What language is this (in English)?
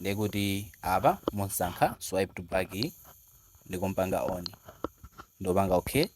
Nyanja